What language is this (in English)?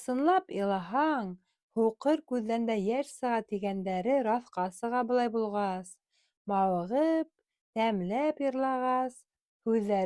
Bashkir